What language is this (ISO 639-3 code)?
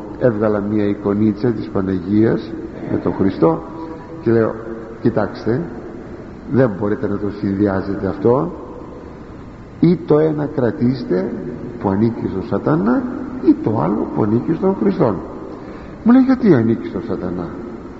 ell